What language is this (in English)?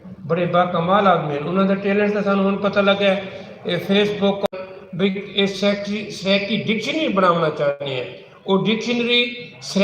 Saraiki